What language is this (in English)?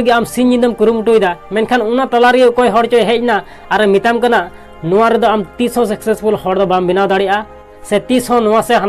Santali